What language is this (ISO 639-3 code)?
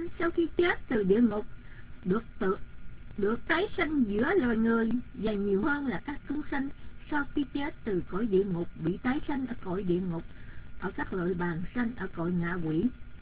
vie